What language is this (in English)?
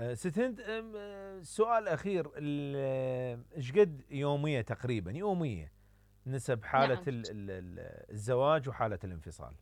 Mesopotamian Arabic